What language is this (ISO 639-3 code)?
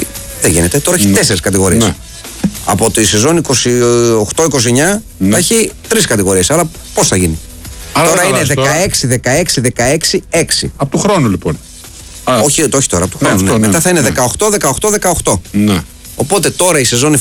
ell